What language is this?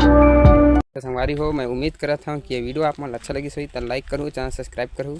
Chhattisgarhi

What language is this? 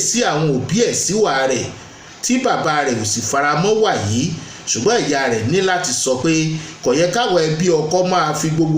Yoruba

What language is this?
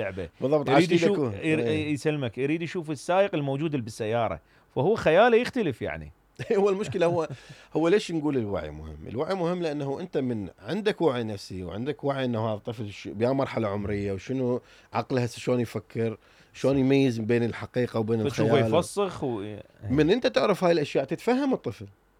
Mesopotamian Arabic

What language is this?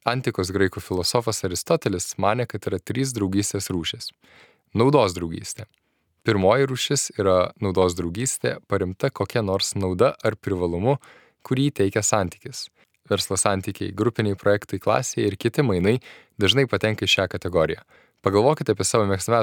Lithuanian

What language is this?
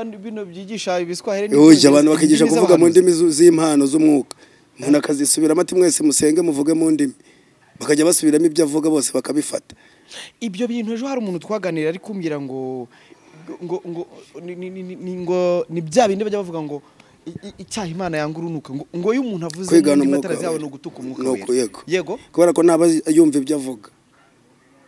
Kinyarwanda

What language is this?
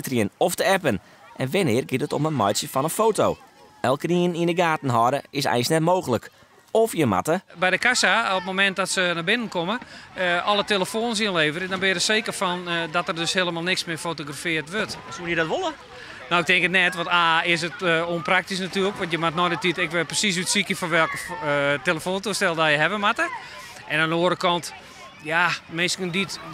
Western Frisian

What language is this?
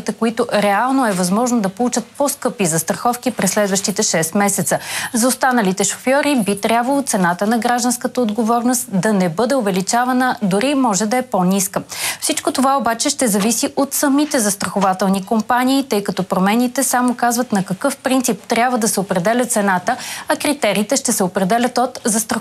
Bulgarian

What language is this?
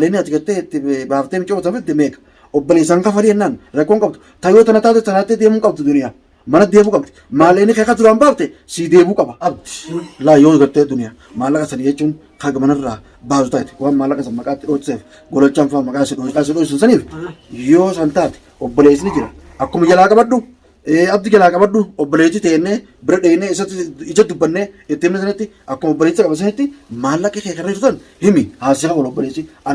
Oromo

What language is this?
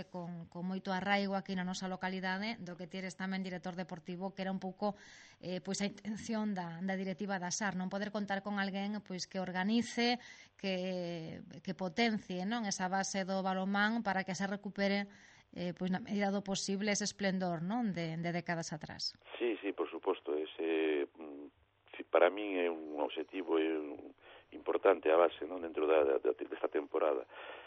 Galician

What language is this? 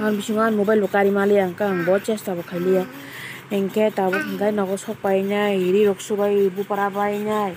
Kok Borok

